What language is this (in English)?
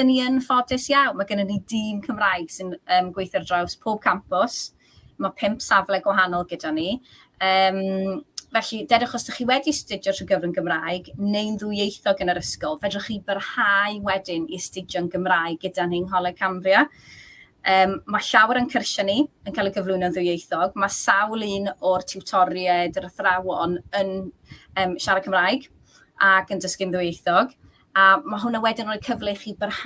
Welsh